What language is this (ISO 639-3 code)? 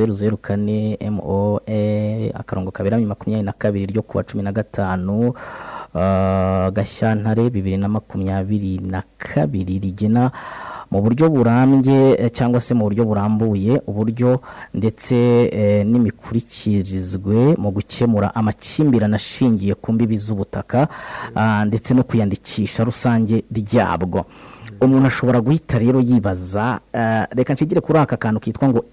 kin